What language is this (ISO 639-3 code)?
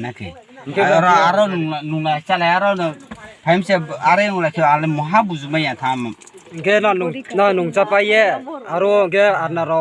ria